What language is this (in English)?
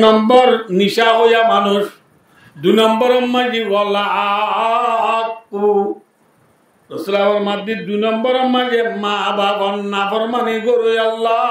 Rohingya